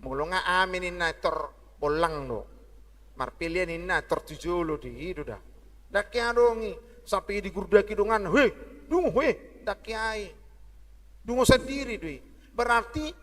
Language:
Batak Toba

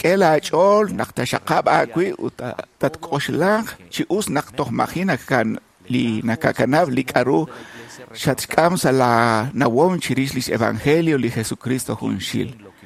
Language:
Kekchí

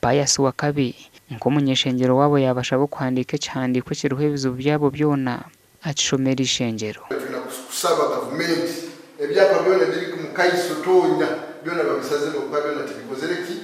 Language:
Nyankole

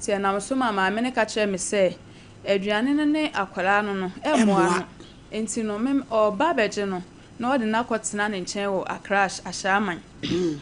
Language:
Akan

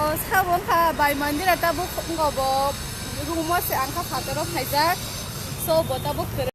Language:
Kok Borok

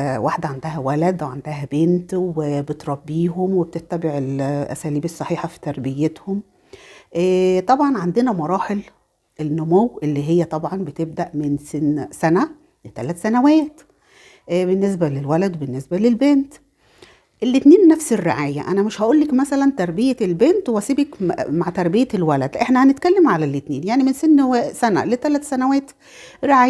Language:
Egyptian Arabic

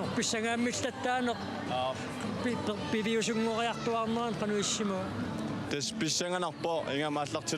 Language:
Kalaallisut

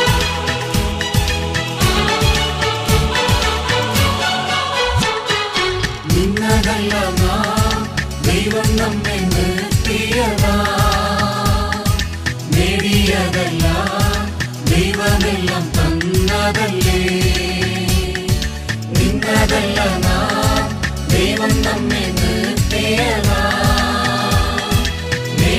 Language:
Malayalam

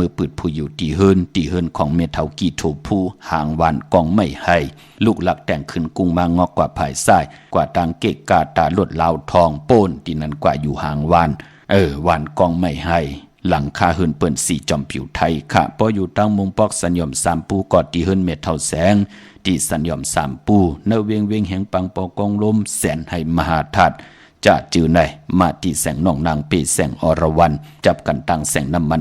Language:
Shan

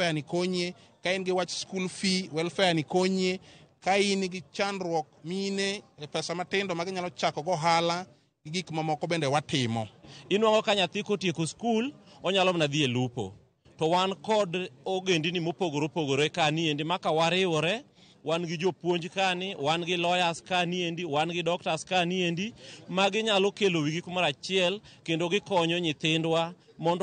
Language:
Luo (Kenya and Tanzania)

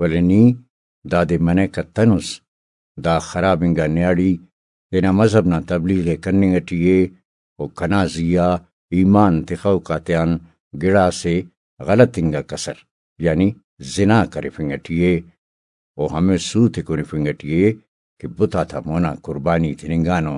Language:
Brahui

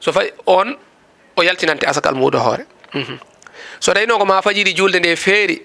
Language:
Fula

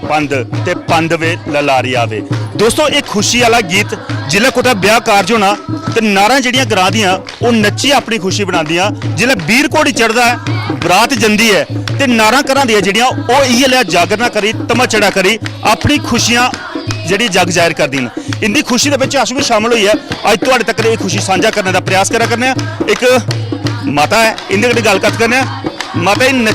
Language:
Dogri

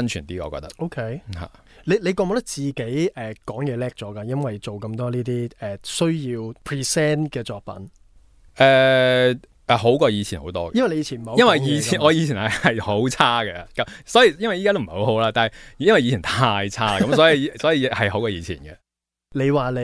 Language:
Cantonese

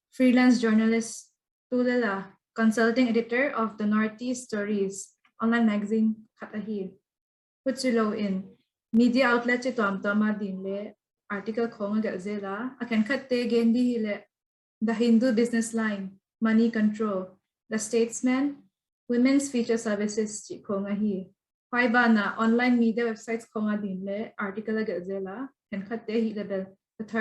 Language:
Paite Chin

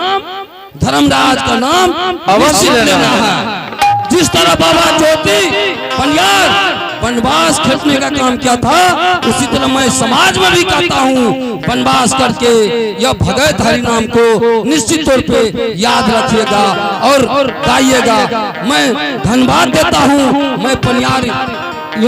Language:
Angika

